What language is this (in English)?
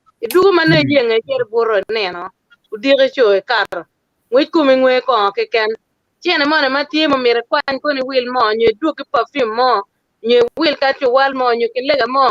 Acoli